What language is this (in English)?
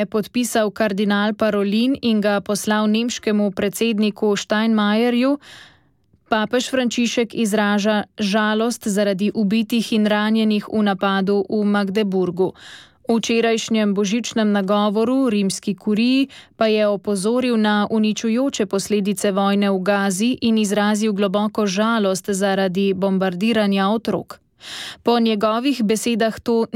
Slovenian